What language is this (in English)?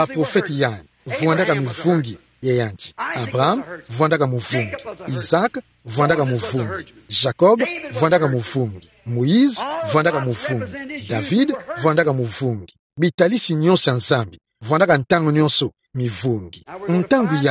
Kituba (Democratic Republic of Congo)